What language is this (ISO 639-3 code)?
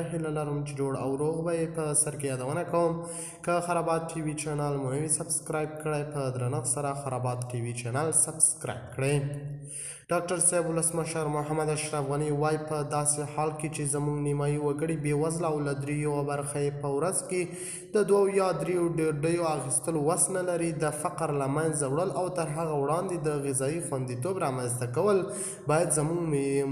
pus